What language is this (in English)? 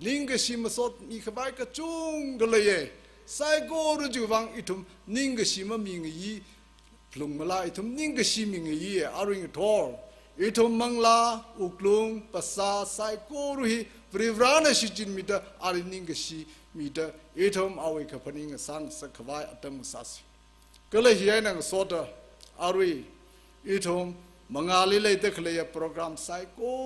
Tangkhul Naga (India)